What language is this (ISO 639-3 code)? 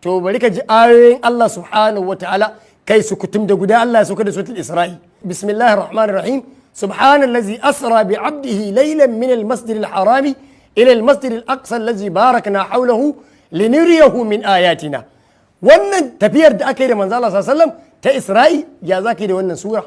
hau